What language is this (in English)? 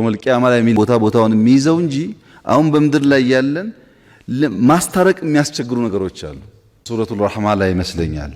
Amharic